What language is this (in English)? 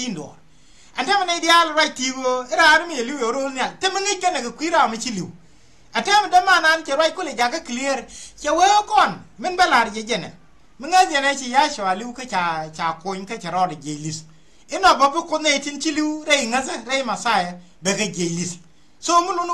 Nuer